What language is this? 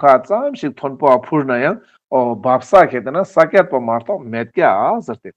Ladakhi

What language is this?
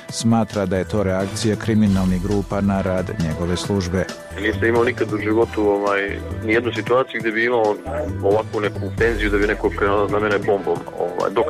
Bosnian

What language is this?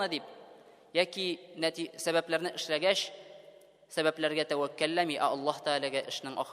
Tatar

